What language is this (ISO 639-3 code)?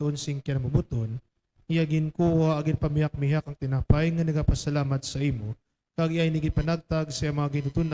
hil